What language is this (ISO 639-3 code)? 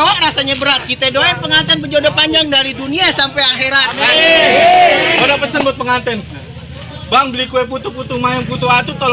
bew